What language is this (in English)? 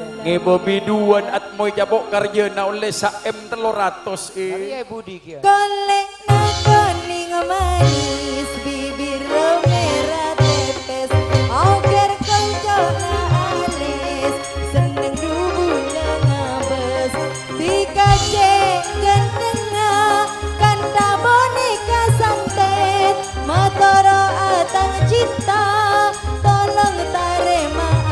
Madurese